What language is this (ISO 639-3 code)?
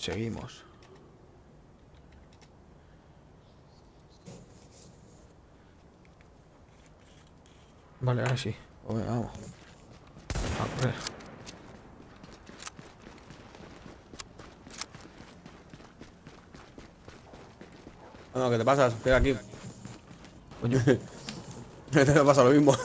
spa